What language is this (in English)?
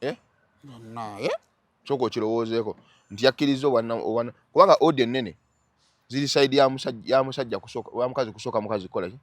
Ganda